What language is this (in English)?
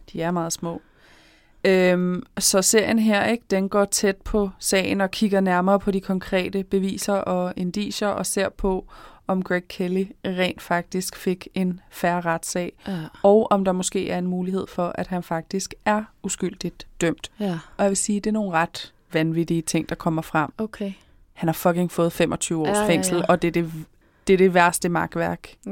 Danish